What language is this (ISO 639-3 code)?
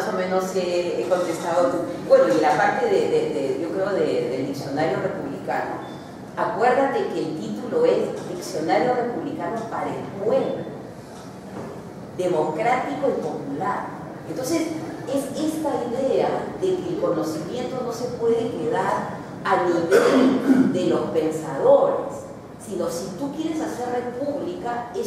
spa